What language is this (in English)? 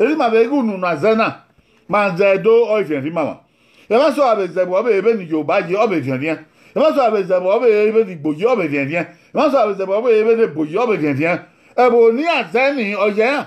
Bini